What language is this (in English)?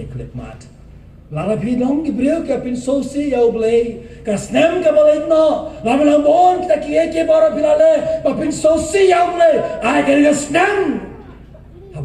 Khasi